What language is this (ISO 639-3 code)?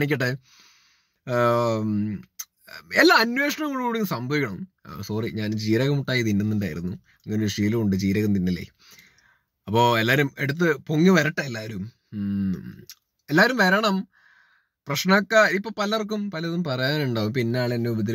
mal